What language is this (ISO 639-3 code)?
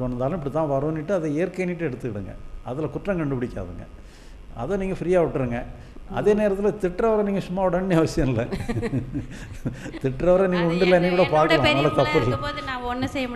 tam